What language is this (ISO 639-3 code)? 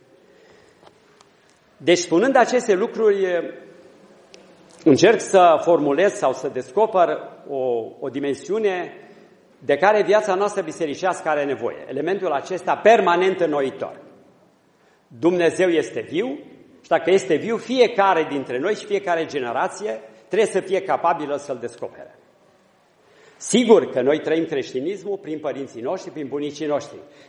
ron